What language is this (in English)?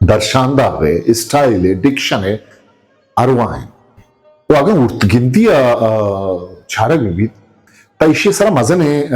Eastern Balochi